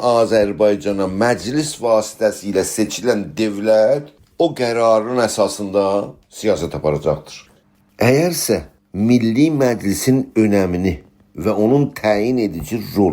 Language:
South Azerbaijani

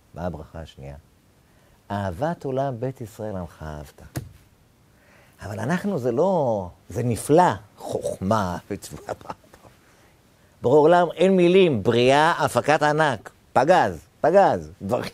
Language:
Hebrew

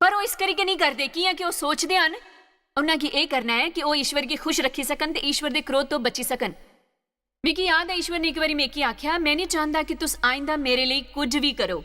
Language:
Dogri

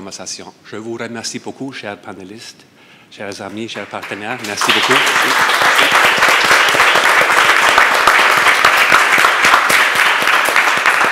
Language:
French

